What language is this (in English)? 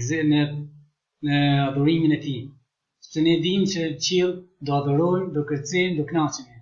Albanian